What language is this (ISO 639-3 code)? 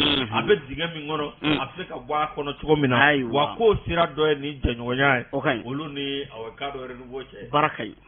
bam